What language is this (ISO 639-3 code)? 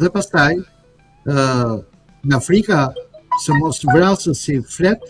sqi